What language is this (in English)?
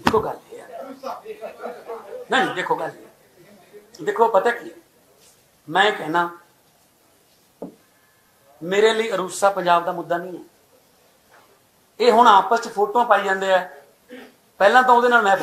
Punjabi